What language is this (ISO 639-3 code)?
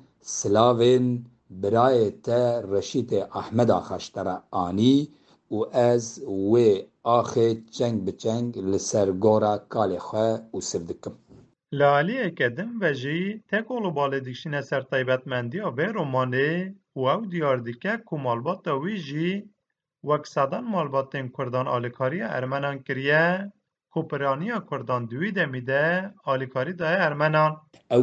kur